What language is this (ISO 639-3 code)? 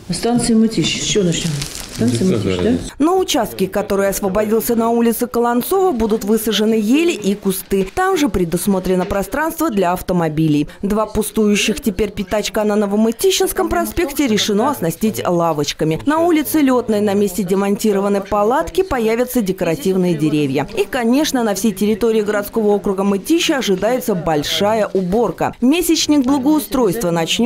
rus